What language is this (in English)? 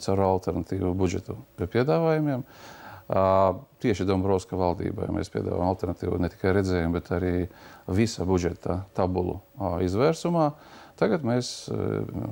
Latvian